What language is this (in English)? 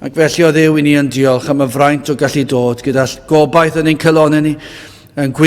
Welsh